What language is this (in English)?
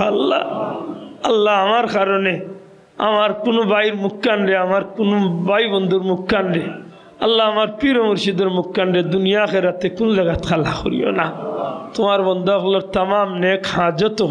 Sylheti